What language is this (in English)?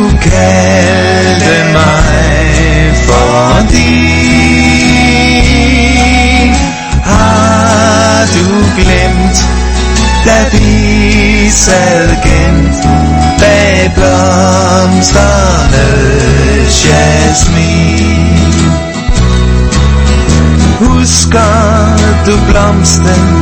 Danish